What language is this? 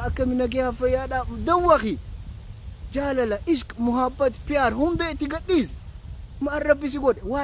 Oromo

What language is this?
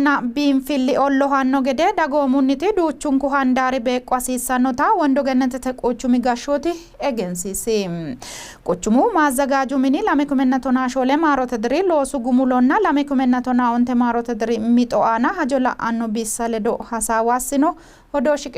Sidamo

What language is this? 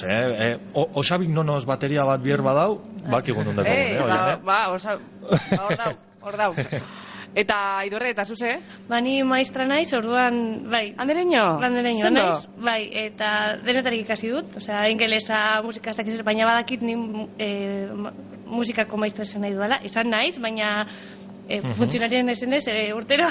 Basque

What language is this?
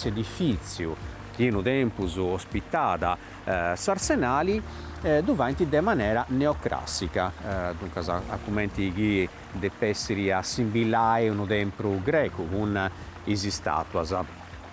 Sardinian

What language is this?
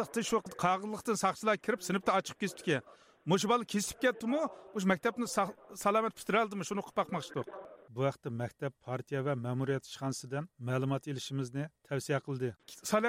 Uyghur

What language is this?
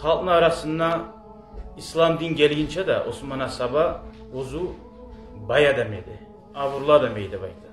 Kumyk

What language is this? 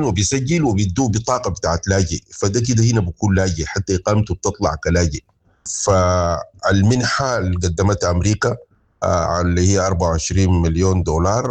Sudanese Arabic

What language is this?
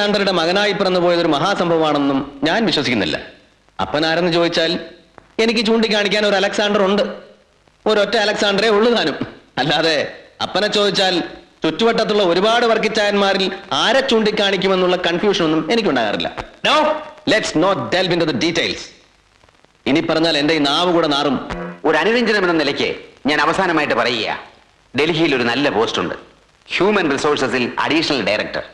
Malayalam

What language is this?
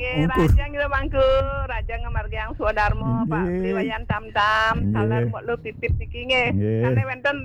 Balinese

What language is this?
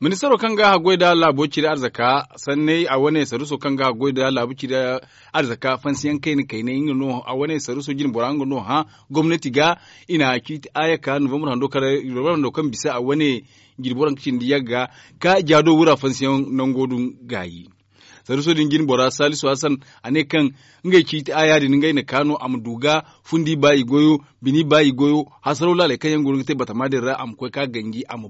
Zarma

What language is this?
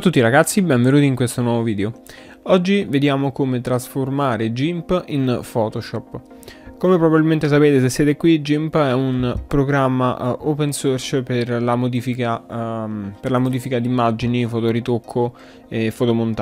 Italian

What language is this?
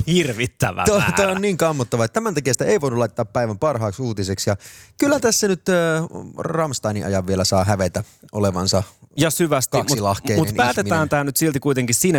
Finnish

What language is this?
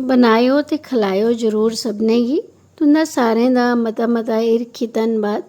Dogri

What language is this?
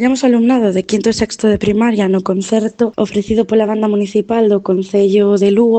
Galician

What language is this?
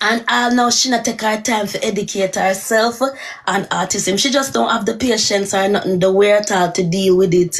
Jamaican Creole English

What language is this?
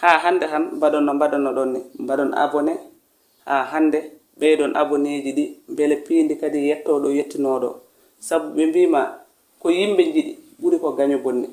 Fula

